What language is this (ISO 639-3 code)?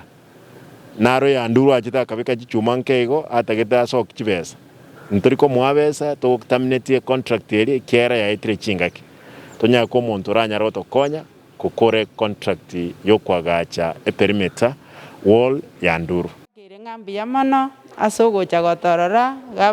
guz